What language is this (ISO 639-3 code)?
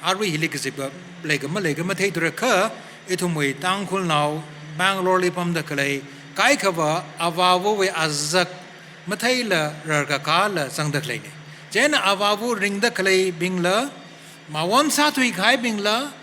nmf